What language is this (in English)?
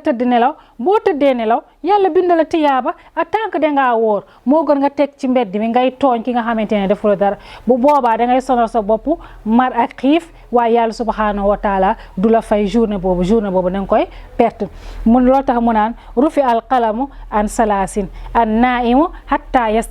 Wolof